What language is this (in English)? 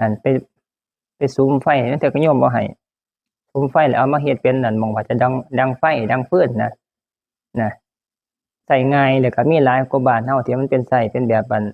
Northeastern Thai